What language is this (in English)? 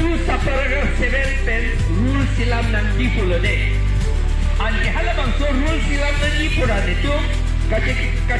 Karbi